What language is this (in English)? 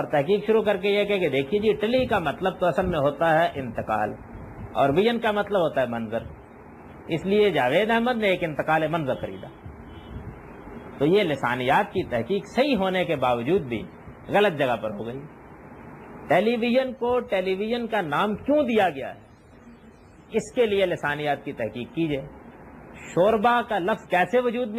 Urdu